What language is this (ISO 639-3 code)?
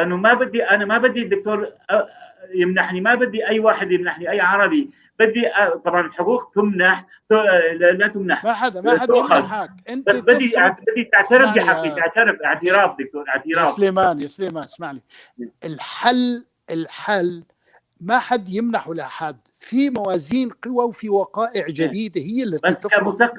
apc